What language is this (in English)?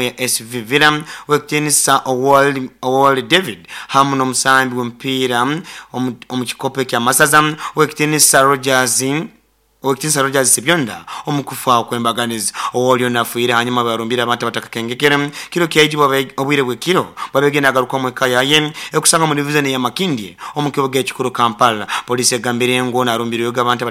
Nyoro